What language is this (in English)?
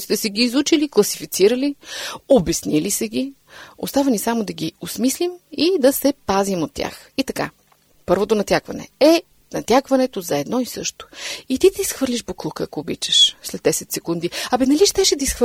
Bulgarian